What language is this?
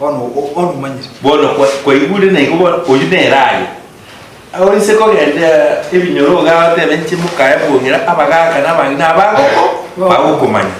Gusii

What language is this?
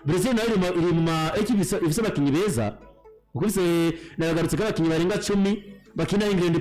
Rundi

